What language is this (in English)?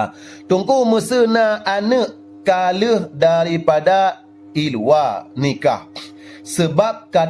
Achinese